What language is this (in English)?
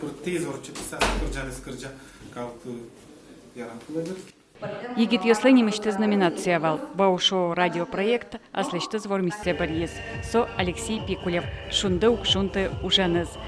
Udmurt